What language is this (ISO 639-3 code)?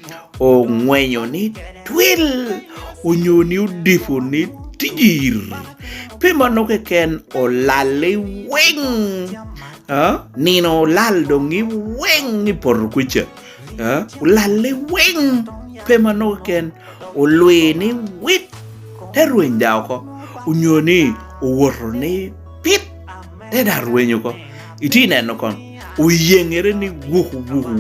laj